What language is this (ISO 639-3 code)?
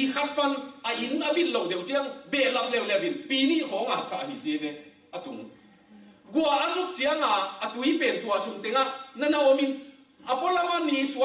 ctd